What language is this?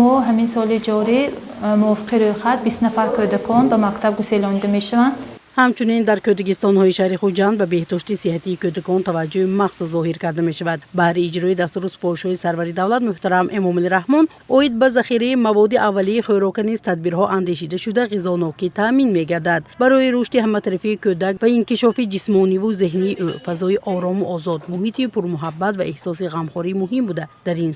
Tajik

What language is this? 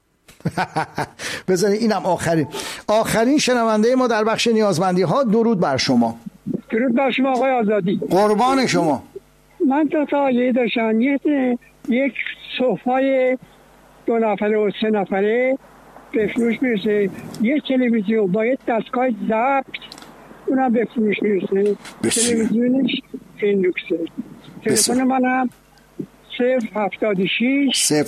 Persian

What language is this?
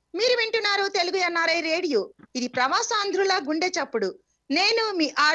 Telugu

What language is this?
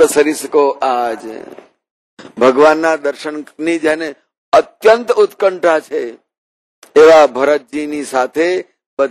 Gujarati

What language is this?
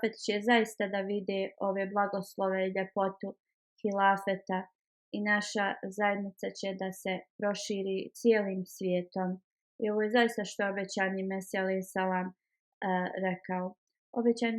Bosnian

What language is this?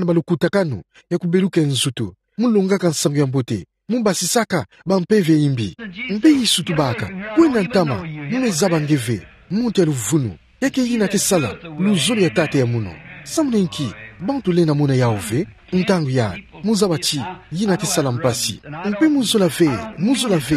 Kituba (Democratic Republic of Congo)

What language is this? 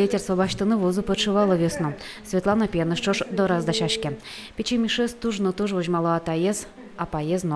Udmurt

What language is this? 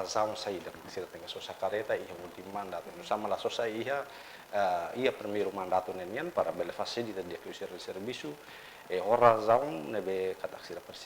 Tetum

